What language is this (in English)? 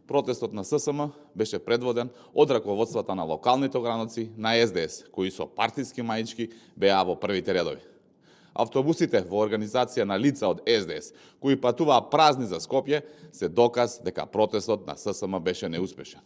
Macedonian